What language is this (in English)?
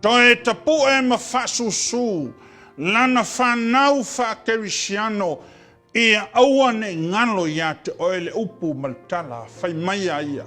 Samoan